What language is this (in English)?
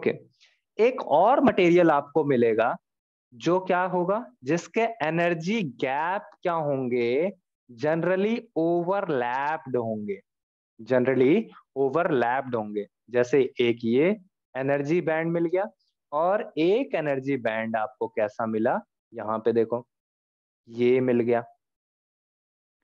Hindi